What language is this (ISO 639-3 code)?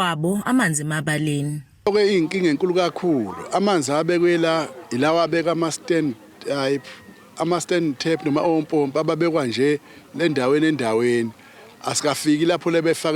zul